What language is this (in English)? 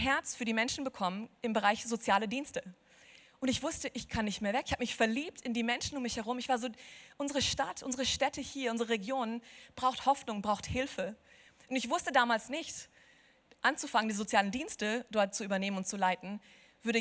Swiss German